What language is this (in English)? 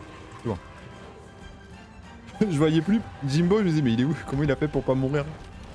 French